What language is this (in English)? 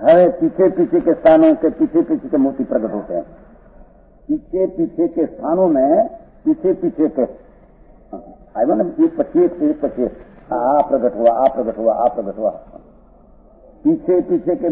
Hindi